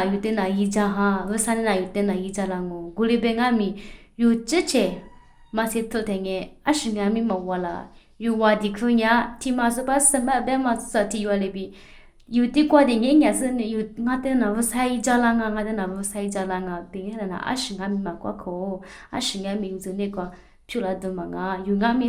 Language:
Lisu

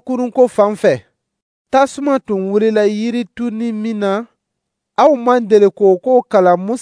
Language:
Dyula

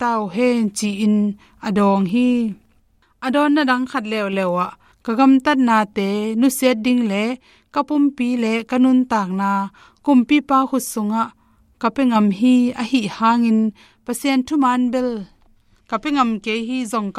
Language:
Tedim Chin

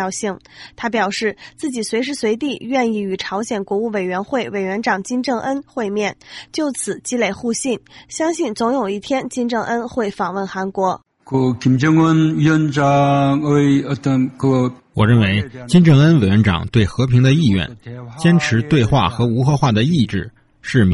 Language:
Chinese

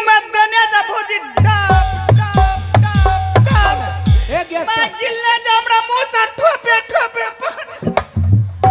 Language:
Angika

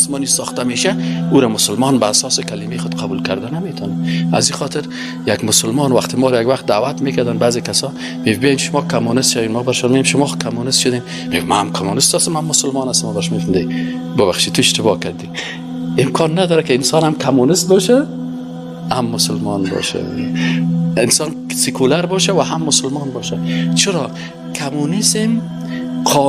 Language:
Persian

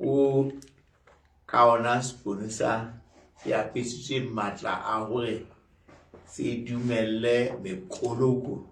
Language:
Southern Sotho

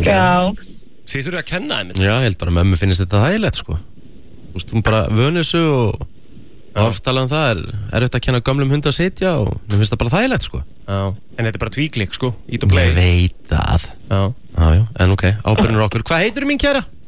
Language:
Icelandic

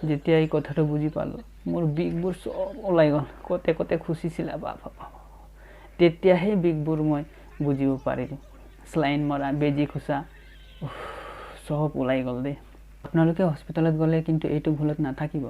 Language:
Assamese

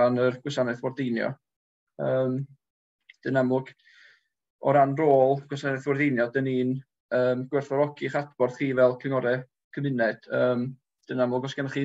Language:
Welsh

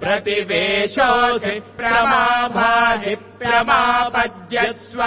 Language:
Sanskrit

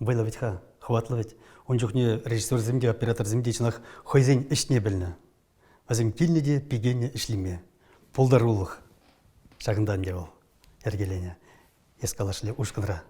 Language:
Chuvash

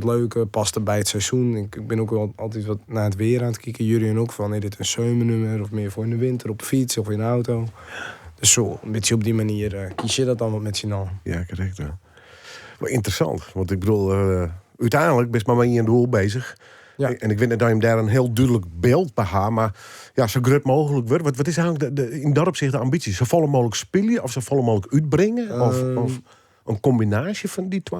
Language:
Western Frisian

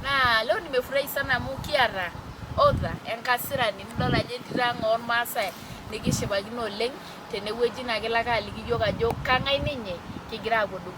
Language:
Masai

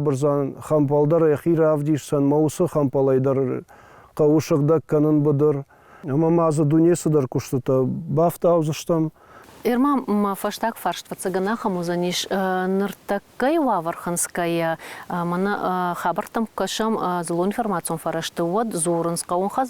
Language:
Ossetic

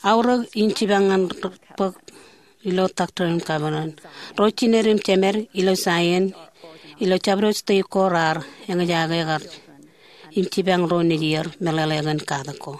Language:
Marshallese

